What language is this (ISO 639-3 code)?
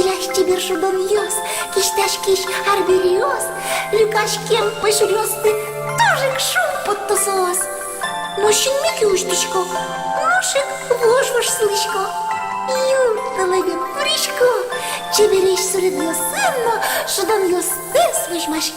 udm